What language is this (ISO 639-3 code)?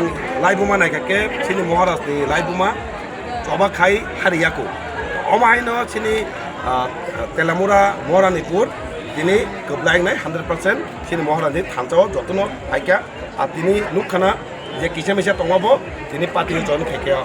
trp